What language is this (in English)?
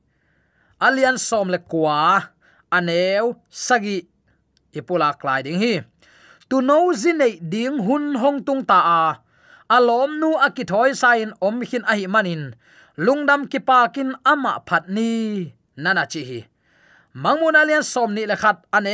Tedim Chin